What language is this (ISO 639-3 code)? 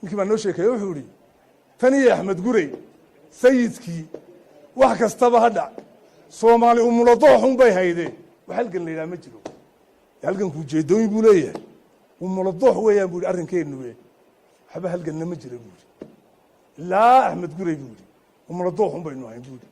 som